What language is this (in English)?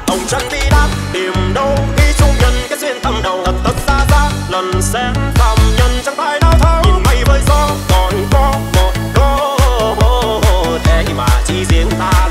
Vietnamese